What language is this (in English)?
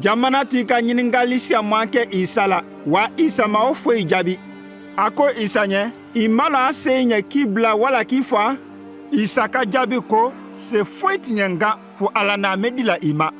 Konyanka Maninka